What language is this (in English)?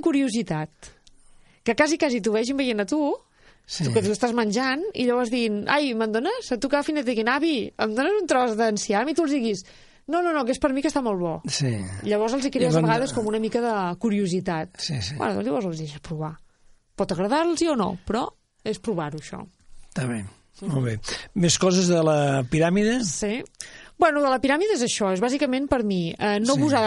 Catalan